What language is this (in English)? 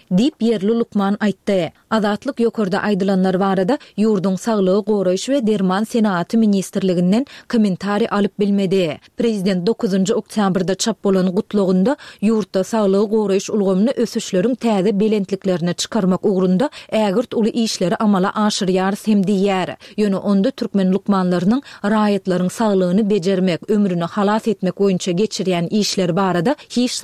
Turkmen